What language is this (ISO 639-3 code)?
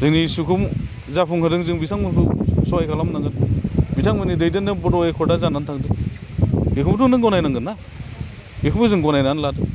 brx